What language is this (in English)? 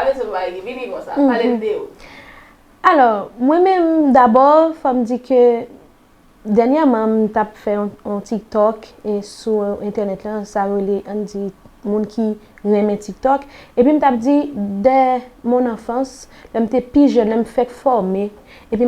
Haitian Creole